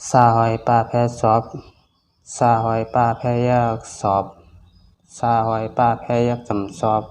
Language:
Shan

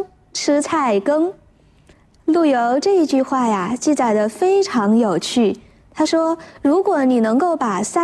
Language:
Chinese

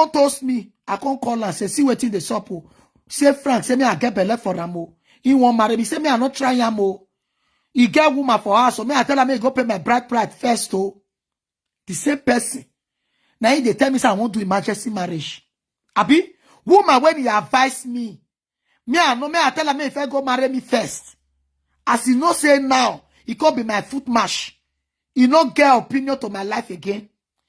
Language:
Nigerian Pidgin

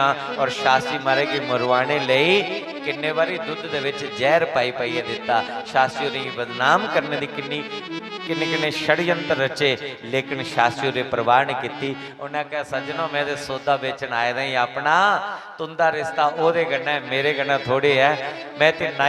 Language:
Dogri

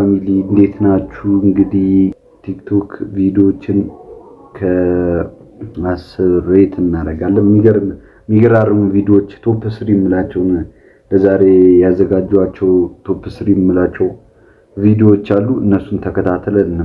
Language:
Amharic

